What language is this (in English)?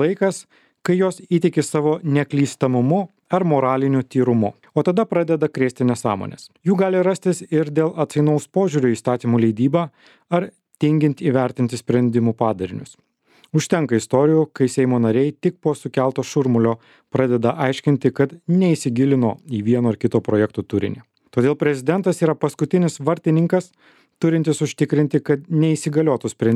Lithuanian